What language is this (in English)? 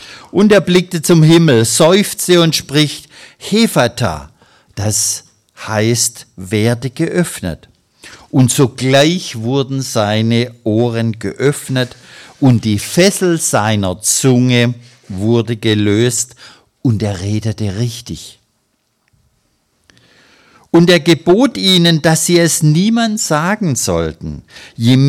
German